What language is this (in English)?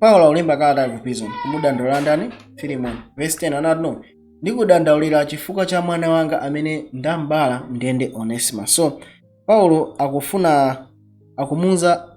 Nyanja